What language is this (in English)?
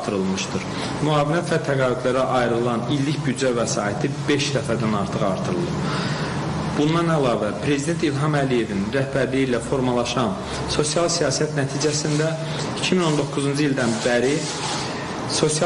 Azerbaijani